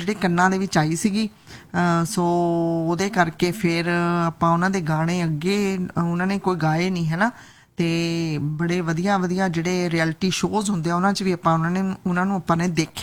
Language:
Punjabi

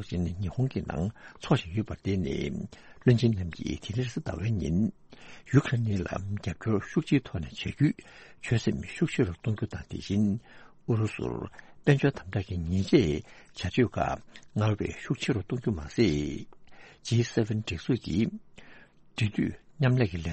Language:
Tibetan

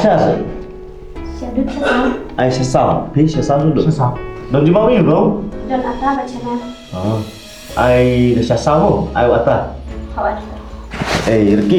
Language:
Khasi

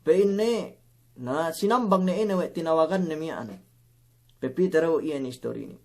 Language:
Yakan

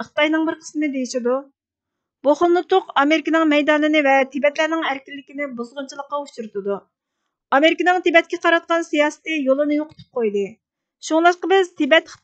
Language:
Uyghur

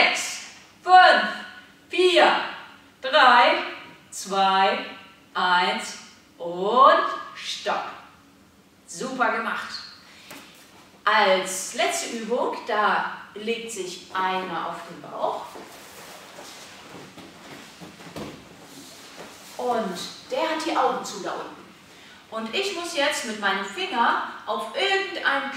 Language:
German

